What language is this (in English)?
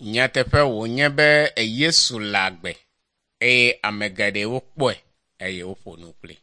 Ewe